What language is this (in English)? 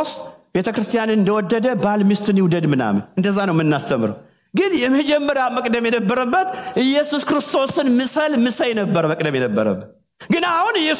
Amharic